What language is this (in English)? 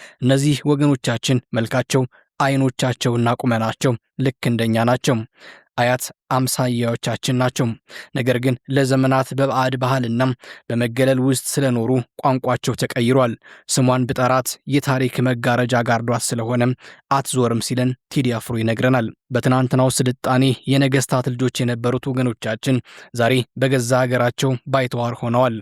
Amharic